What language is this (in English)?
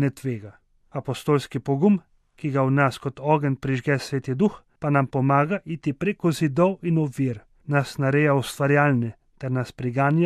Slovenian